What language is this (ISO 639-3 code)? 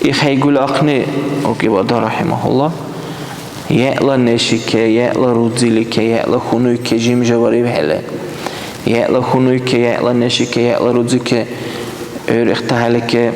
dar